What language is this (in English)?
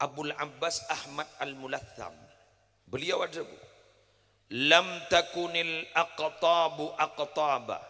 Madurese